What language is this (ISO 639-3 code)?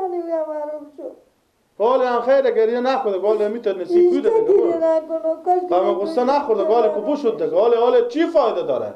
fas